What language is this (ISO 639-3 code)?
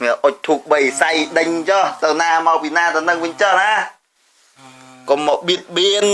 khm